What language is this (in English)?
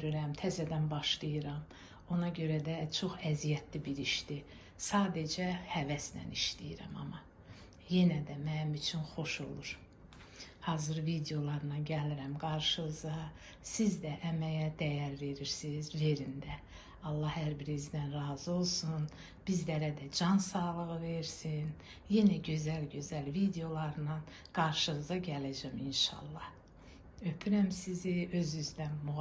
Azerbaijani